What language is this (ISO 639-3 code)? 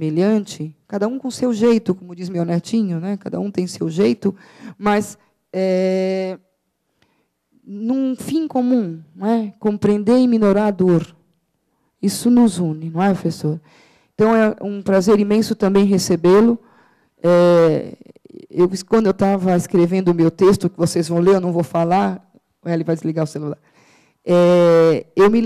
por